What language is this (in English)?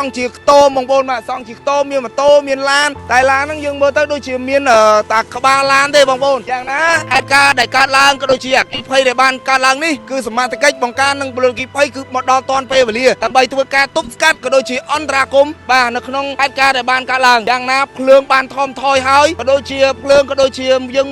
Khmer